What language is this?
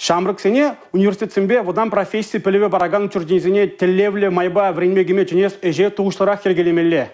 Chuvash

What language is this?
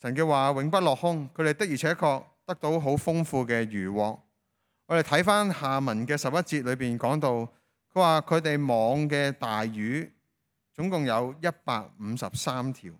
Cantonese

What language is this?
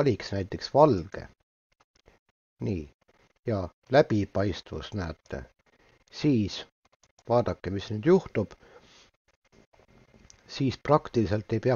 Estonian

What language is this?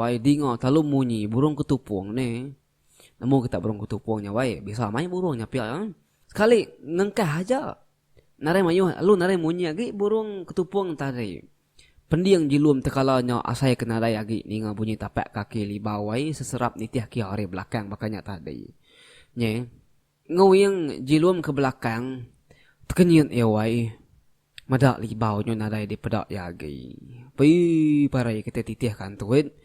Iban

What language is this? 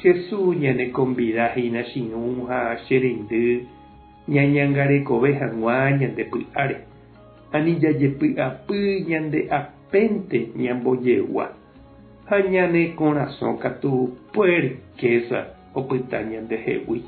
Guarani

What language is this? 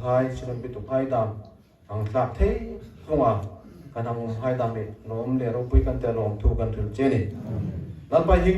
Hmar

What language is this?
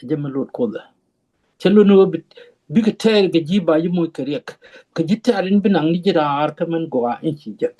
Nuer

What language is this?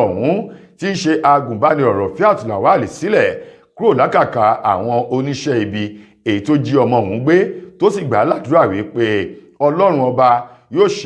Yoruba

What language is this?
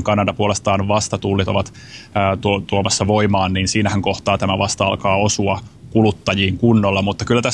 Finnish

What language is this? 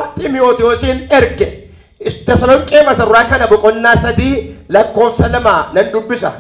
Oromo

